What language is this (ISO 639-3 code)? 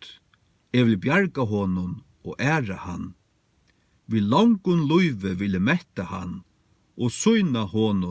fao